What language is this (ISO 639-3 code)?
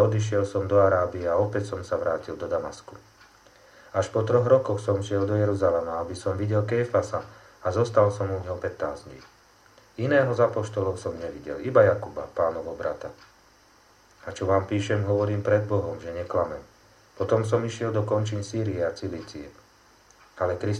slk